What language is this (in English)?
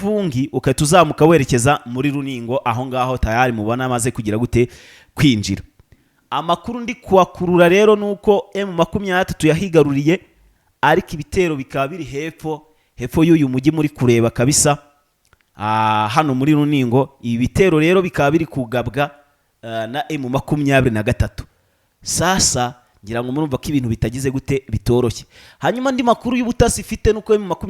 Kinyarwanda